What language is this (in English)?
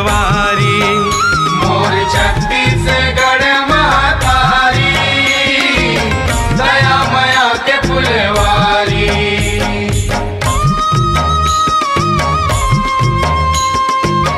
Chhattisgarhi